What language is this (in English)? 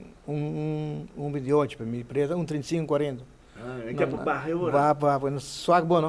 Papiamento